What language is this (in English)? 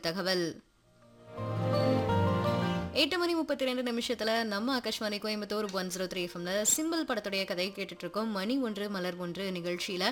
Tamil